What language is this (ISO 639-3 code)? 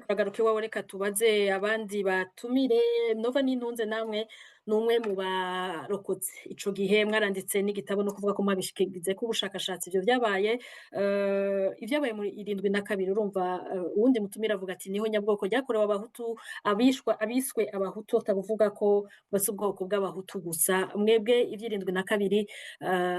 run